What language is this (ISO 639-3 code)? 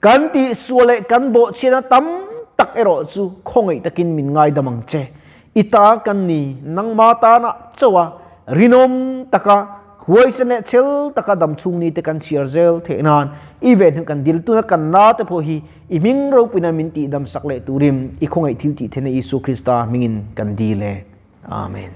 lus